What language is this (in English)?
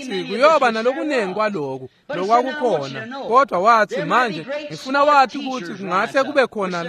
Swati